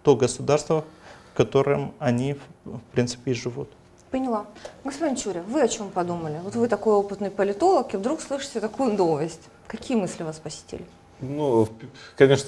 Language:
Russian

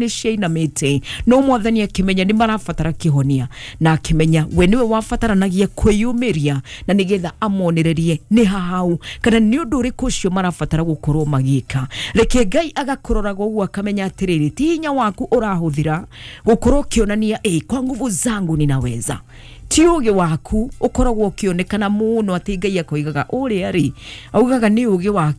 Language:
Kikuyu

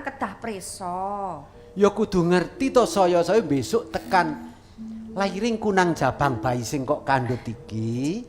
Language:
Javanese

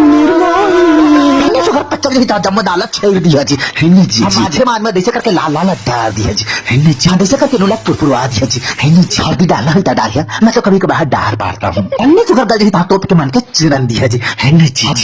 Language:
Chhattisgarhi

